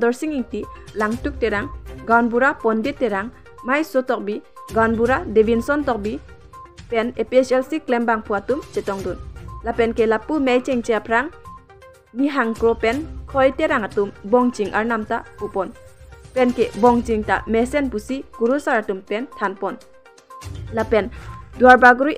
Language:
Karbi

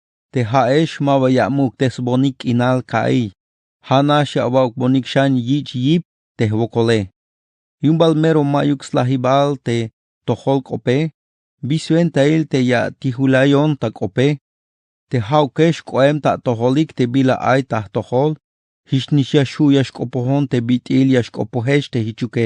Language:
Tzeltal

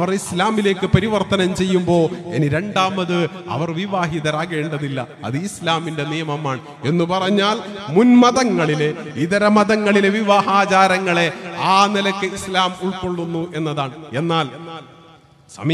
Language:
Malayalam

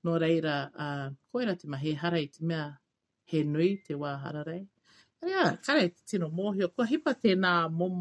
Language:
Māori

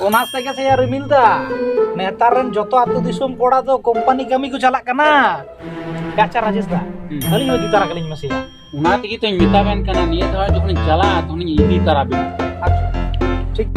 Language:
Santali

